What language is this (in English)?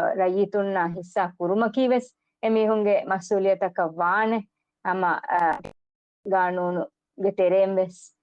Divehi